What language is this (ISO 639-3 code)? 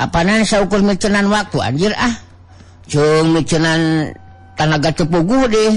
sun